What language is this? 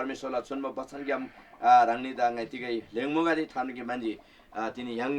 Eastern Tamang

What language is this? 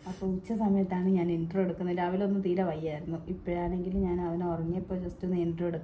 Malayalam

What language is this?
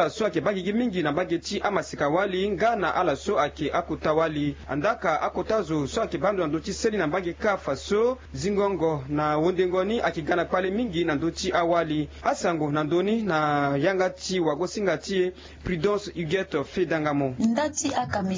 Sango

